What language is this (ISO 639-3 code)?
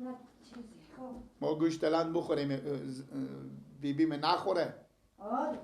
fas